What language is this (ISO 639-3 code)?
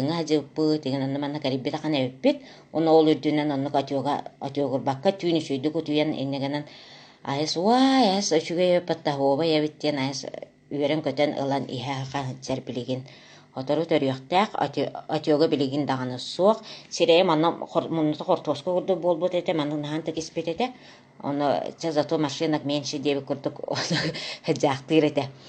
sah